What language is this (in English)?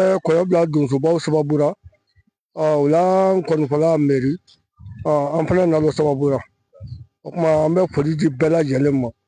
Bambara